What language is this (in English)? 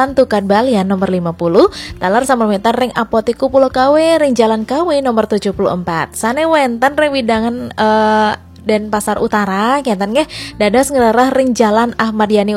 Balinese